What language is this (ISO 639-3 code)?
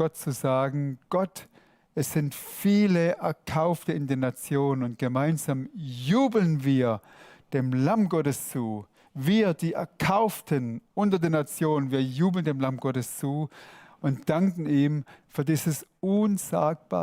gsw